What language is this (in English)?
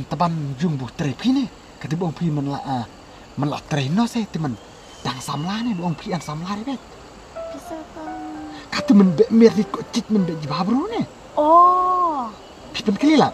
Khasi